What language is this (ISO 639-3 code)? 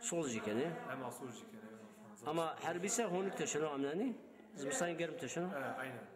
zza